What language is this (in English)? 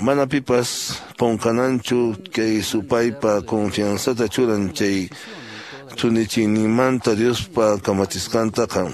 Quechua